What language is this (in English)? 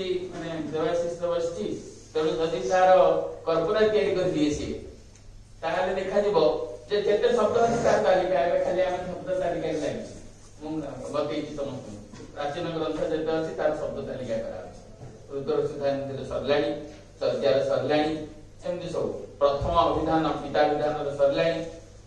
Odia